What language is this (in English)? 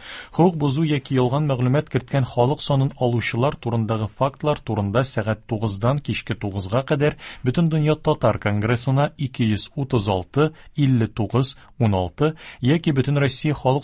Tatar